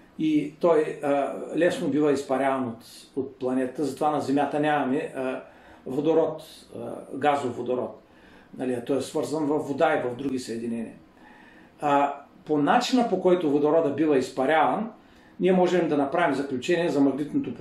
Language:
Bulgarian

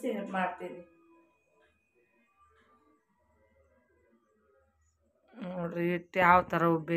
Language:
Kannada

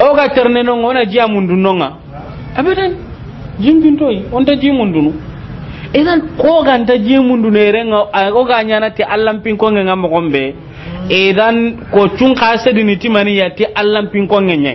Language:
Soninke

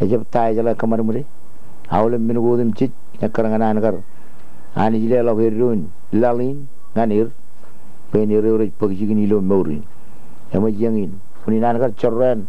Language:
Marshallese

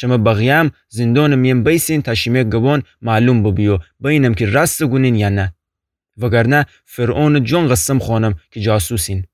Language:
Gilaki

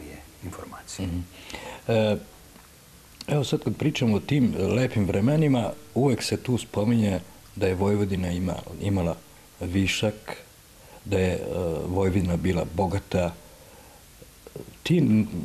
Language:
Serbian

